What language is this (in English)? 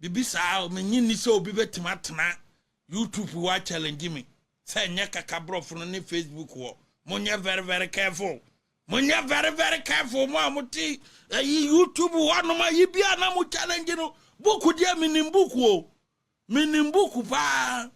Akan